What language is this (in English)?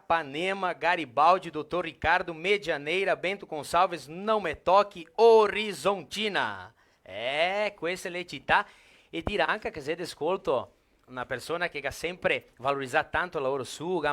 Venetian